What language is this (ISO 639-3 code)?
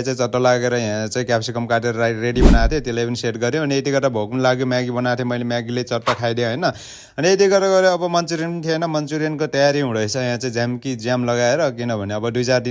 nep